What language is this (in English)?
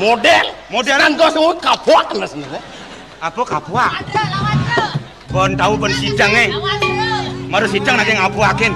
Balinese